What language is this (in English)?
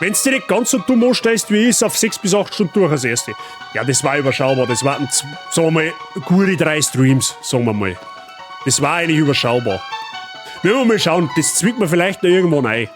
Bavarian